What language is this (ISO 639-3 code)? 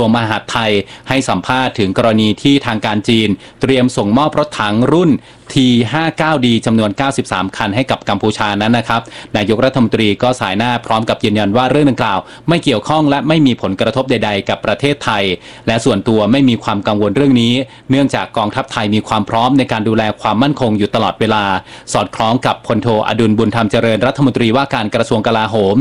tha